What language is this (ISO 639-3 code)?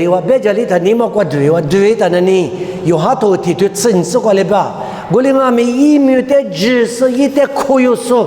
lis